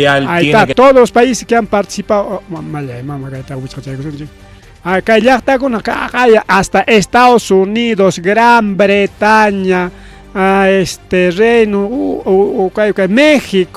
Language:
Ayacucho Quechua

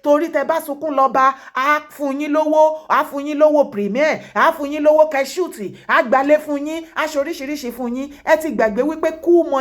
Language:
Yoruba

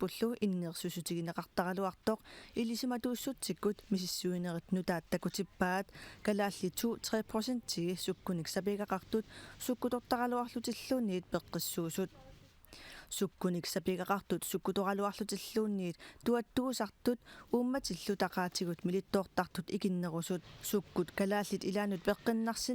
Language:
Kalaallisut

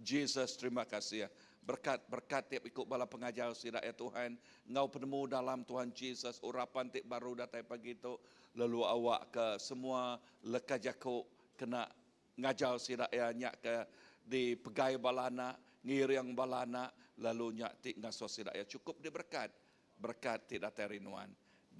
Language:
Iban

